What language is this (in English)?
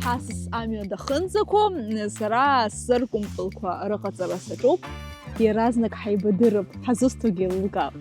Abkhazian